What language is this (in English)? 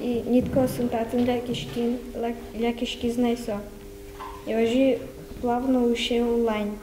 Udmurt